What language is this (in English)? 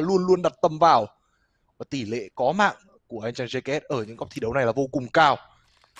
Vietnamese